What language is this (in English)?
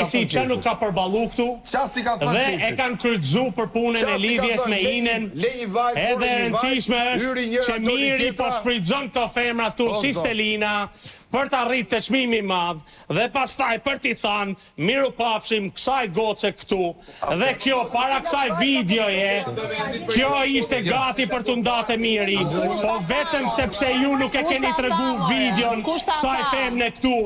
Albanian